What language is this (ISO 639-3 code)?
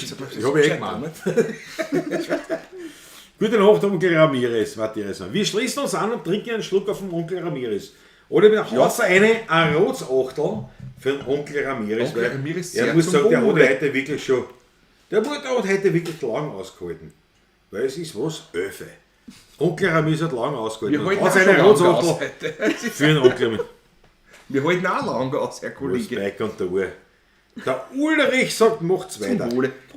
bar